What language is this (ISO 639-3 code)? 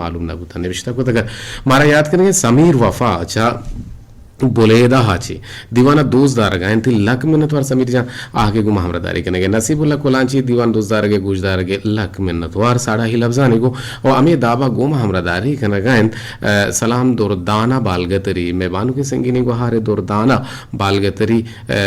bgp